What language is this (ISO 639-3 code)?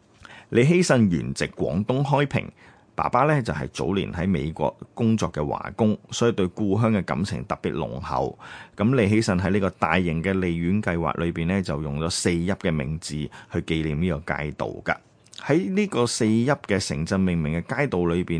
yue